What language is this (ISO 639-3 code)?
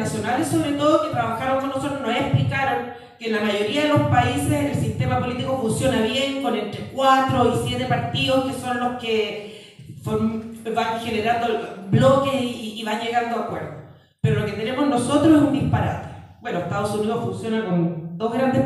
spa